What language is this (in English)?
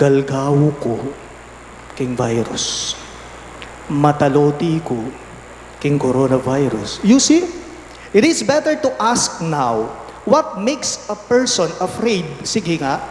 Pampanga